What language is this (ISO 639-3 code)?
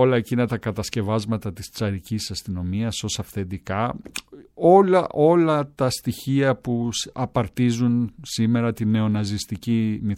ell